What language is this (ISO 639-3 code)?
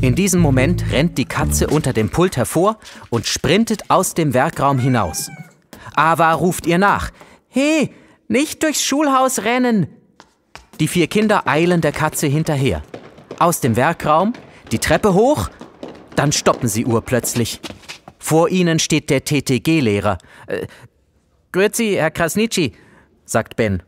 gsw